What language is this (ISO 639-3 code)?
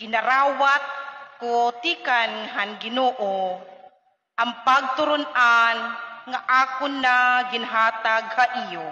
war